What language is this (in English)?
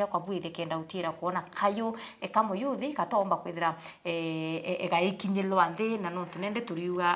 Meru